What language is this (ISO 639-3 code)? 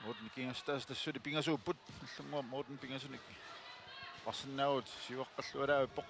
kal